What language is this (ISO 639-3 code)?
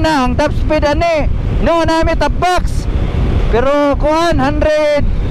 ceb